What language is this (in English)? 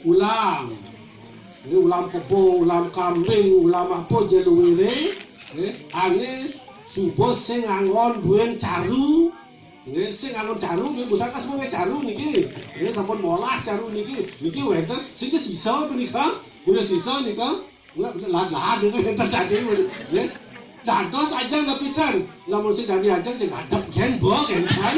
Balinese